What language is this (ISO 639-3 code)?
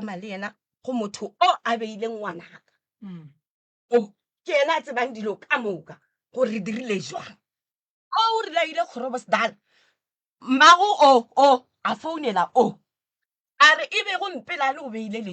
nso